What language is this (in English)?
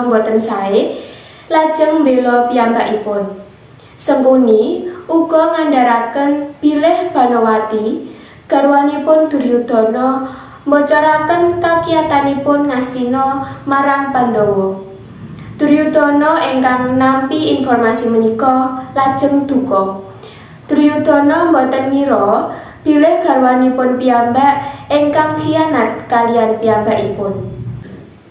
Javanese